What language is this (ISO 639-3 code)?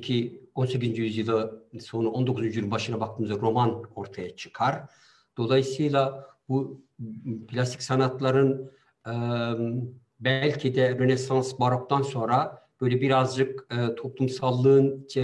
tur